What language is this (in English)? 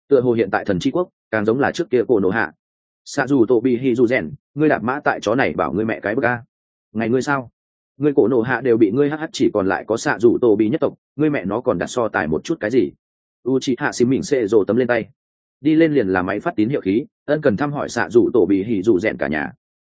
Vietnamese